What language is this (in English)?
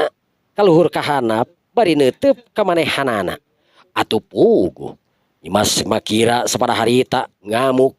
Sundanese